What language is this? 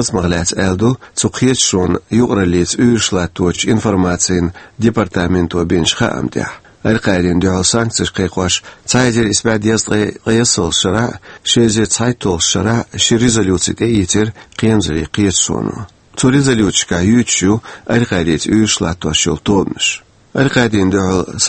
Chechen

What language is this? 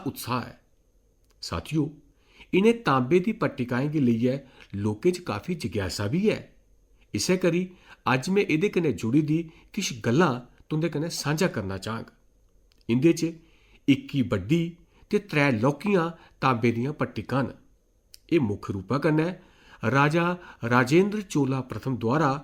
Dogri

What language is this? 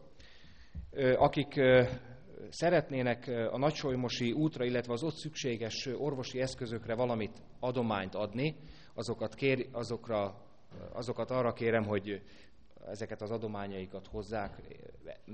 Hungarian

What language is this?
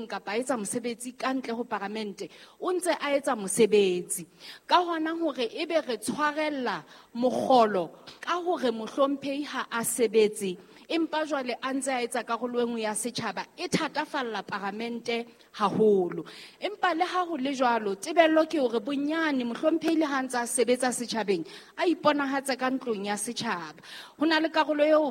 Southern Sotho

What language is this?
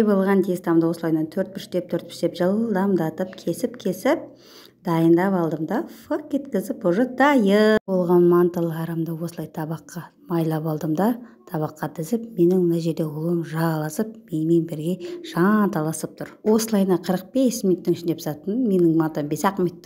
Kazakh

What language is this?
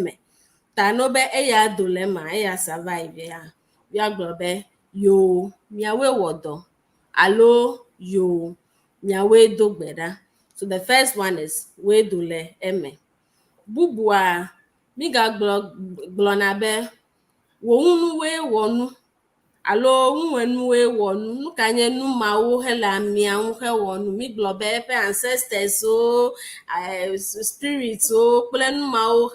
Ewe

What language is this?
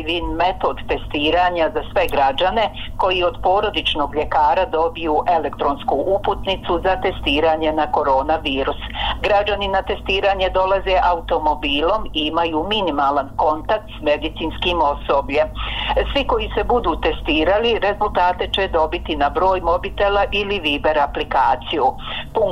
Bosnian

